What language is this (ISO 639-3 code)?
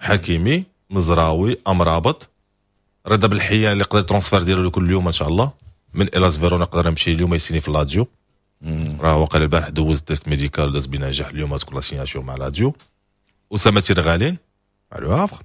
ary